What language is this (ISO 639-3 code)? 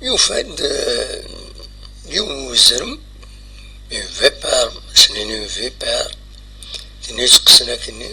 kab